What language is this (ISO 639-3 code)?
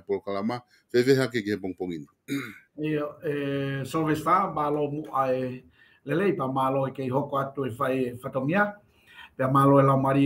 ton